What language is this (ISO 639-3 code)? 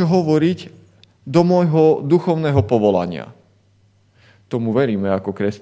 slk